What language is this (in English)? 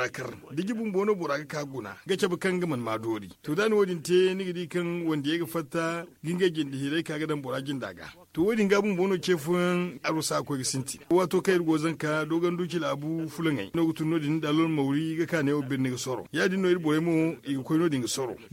Zarma